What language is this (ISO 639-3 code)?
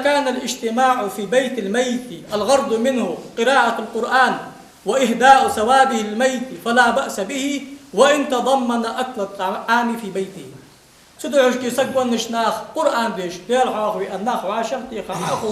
inh